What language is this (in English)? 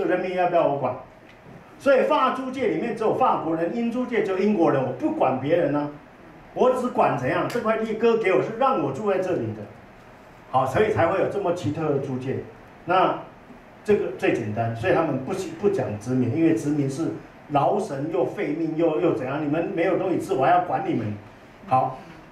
Chinese